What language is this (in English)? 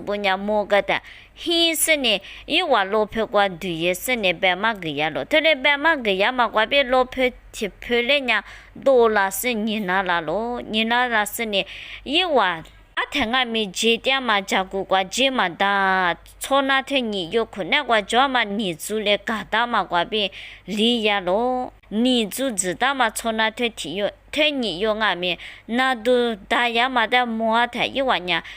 Lisu